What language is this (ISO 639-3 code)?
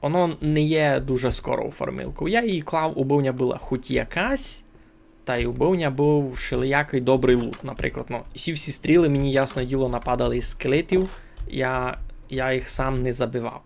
rue